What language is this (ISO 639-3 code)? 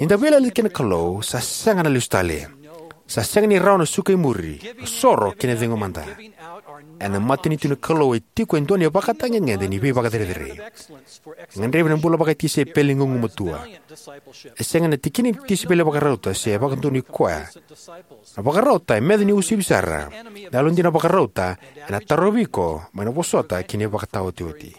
fij